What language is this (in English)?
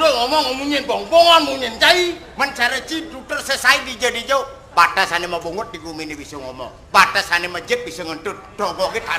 Balinese